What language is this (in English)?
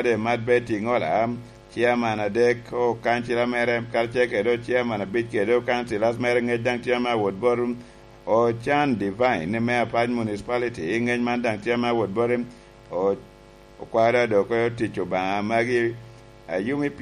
Lango (Uganda)